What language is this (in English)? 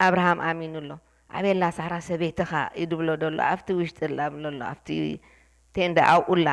Tigrinya